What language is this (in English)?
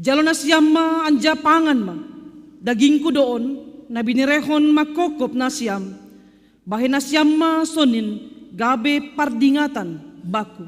Batak Simalungun